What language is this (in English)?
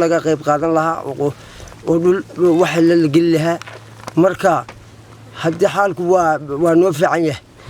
Somali